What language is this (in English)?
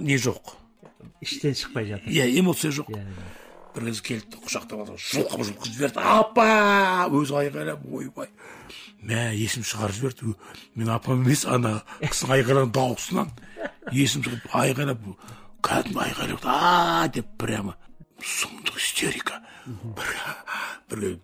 Kazakh